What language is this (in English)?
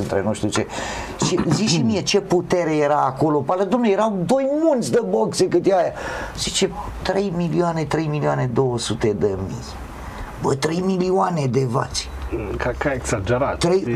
Romanian